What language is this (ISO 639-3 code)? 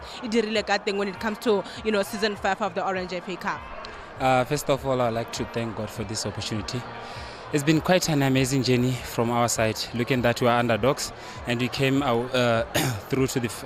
tsn